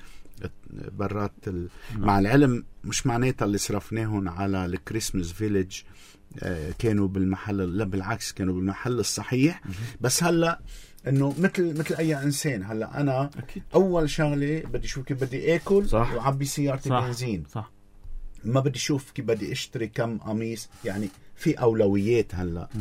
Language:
North Levantine Arabic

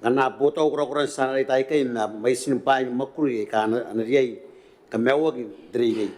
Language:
Gilbertese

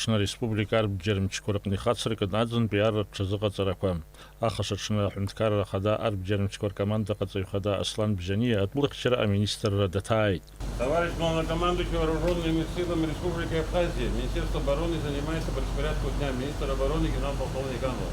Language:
Abkhazian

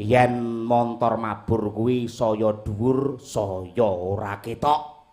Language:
Javanese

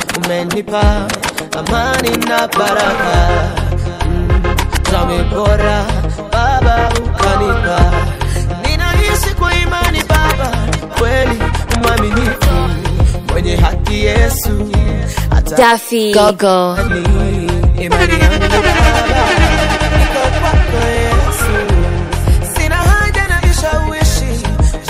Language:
Swahili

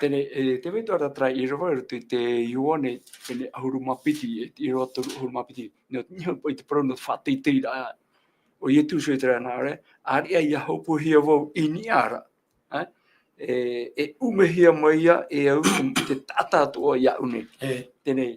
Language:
Tahitian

